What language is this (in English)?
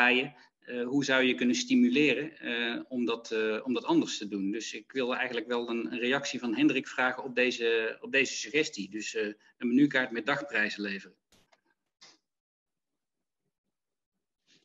Dutch